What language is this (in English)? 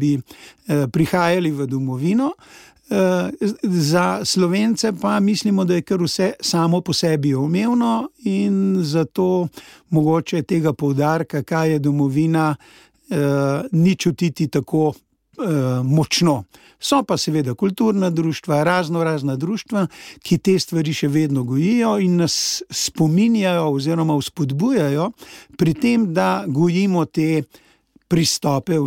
Slovenian